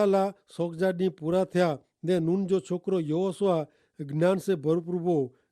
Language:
Kachhi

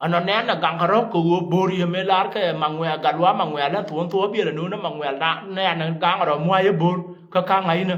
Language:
Nuer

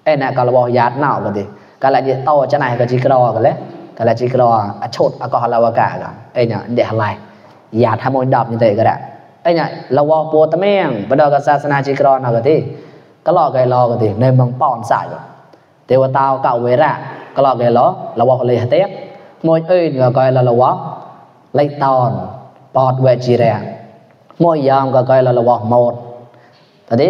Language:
Mon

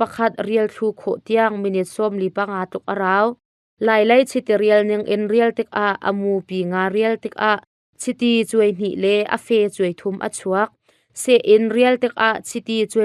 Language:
Hakha Chin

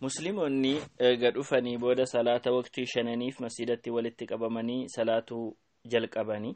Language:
Oromo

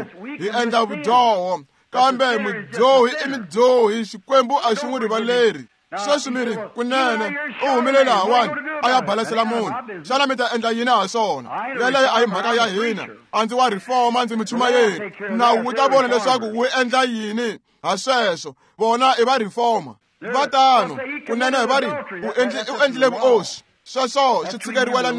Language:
Tsonga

